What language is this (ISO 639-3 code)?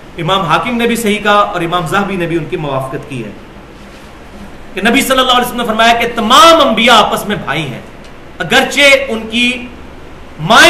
urd